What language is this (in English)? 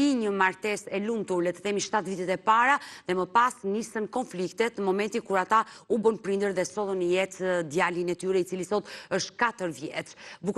Albanian